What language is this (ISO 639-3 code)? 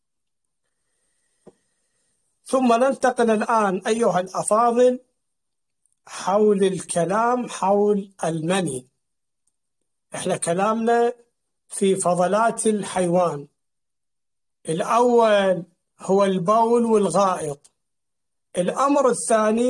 ara